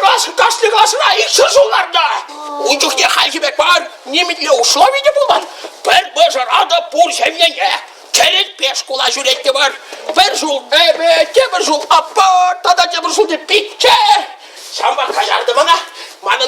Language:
Chuvash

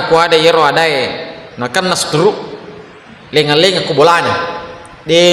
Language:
Buginese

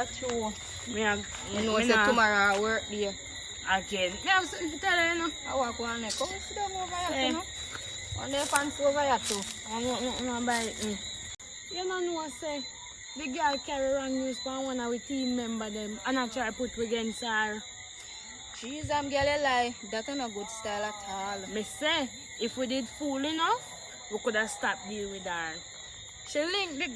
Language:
Jamaican Creole English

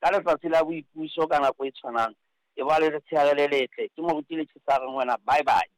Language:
Southern Sotho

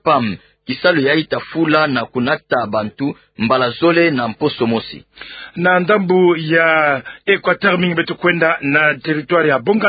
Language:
Kituba (Democratic Republic of Congo)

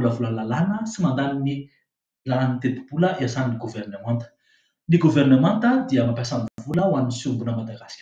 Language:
Malagasy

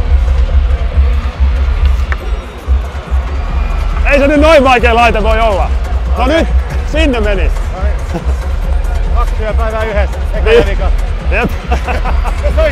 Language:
Finnish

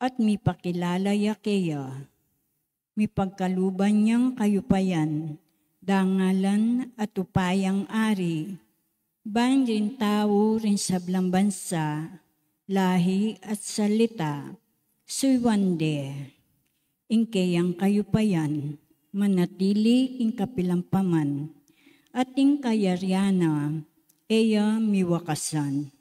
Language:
Pampanga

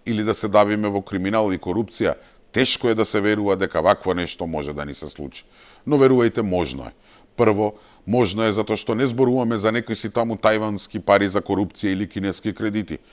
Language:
Macedonian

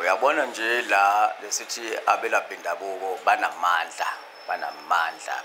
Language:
Zulu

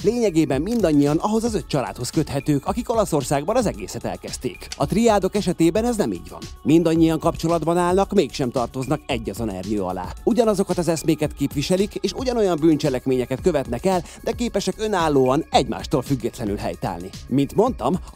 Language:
Hungarian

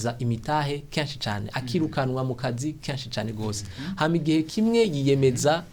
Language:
Rundi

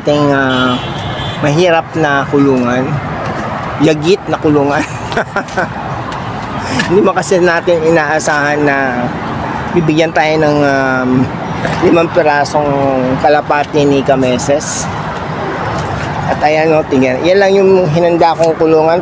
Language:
Filipino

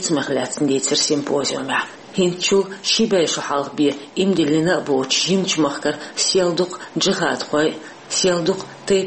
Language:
Chechen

